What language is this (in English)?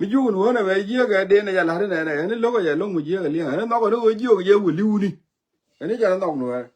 Nuer